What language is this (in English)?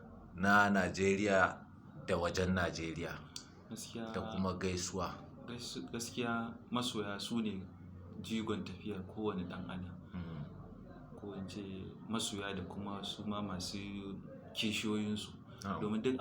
Hausa